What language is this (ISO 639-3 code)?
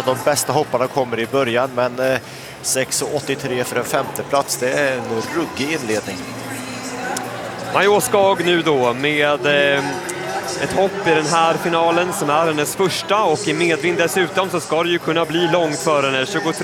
swe